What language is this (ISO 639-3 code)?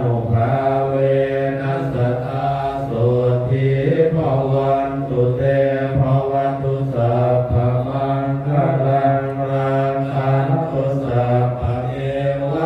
pli